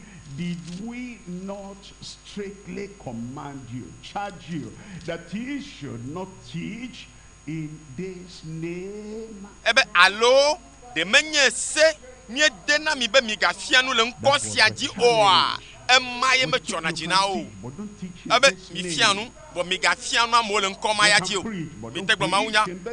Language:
Ewe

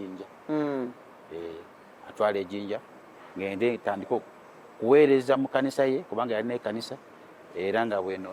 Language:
Ganda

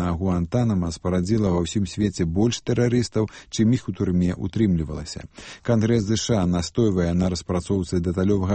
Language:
Belarusian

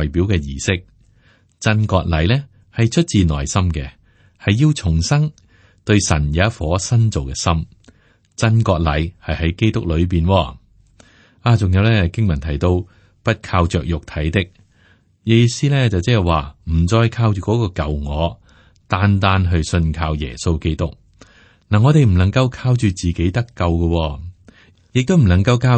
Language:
Cantonese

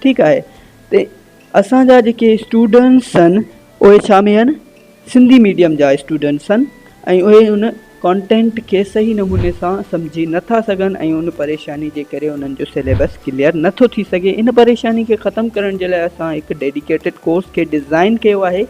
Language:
Sindhi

